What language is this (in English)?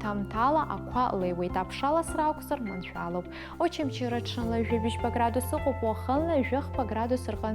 Abkhazian